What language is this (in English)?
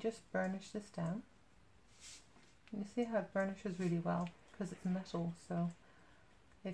English